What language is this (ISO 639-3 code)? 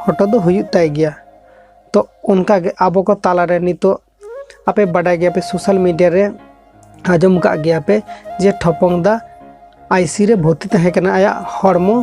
sat